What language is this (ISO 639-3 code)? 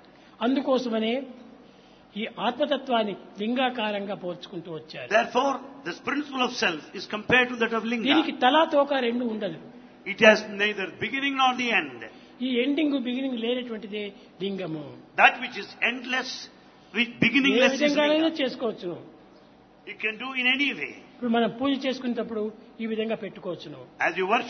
tel